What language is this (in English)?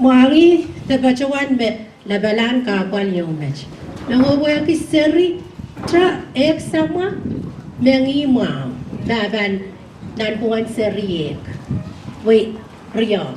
Pohnpeian